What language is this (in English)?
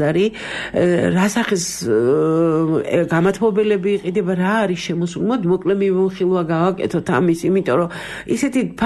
Georgian